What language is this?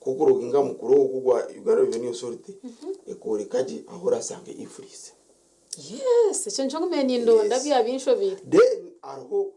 Nyankole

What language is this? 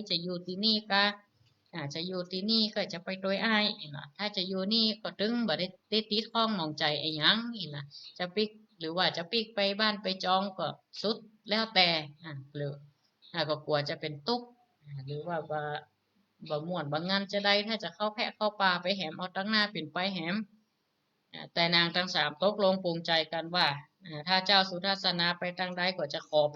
Northern Thai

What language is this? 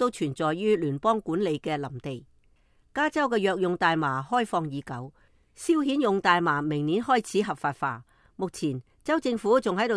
Cantonese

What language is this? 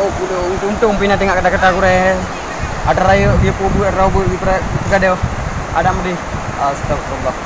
Achinese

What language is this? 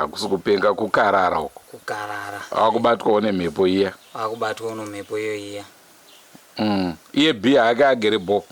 Shona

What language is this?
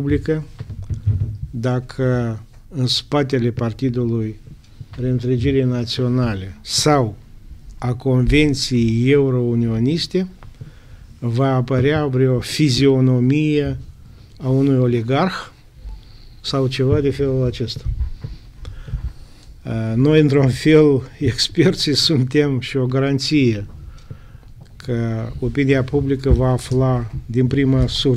Romanian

